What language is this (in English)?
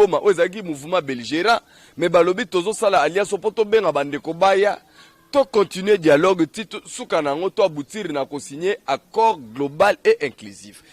Lingala